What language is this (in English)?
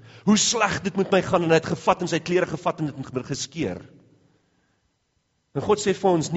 Afrikaans